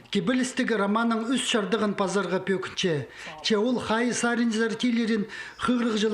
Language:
Khakas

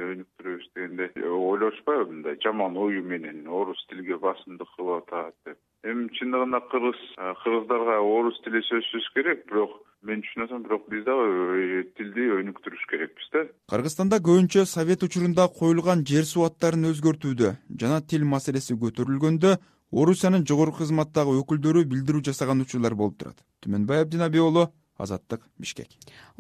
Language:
Kyrgyz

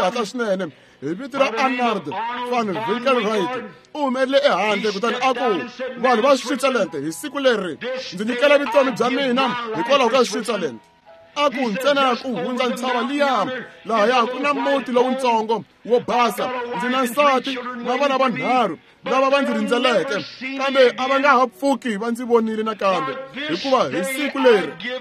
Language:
Tsonga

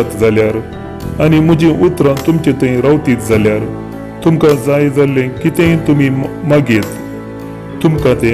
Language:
Konkani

